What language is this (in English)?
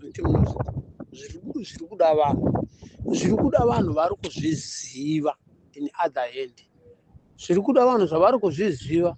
Shona